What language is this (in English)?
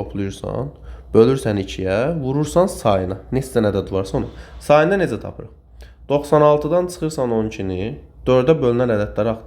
Azerbaijani